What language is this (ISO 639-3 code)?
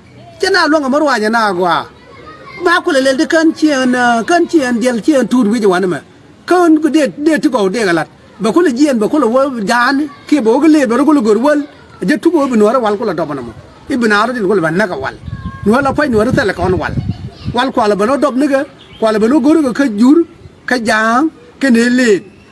nus